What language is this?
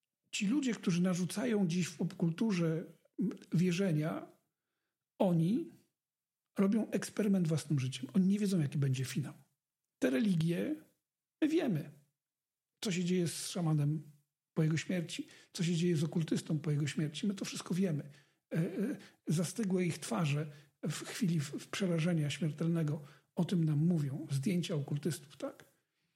Polish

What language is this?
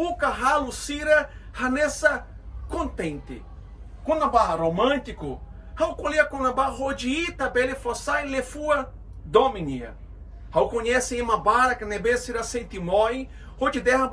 Tetum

